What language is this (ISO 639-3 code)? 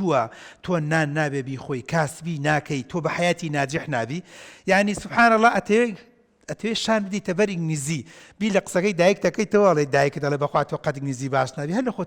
ckb